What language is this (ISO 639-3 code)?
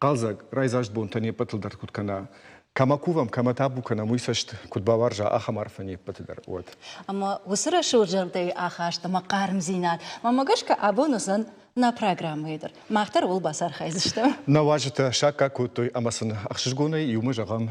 oss